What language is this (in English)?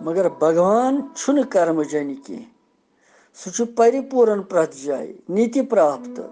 Kashmiri